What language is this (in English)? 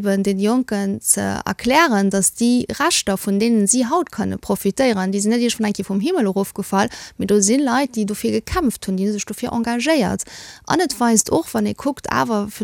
Luxembourgish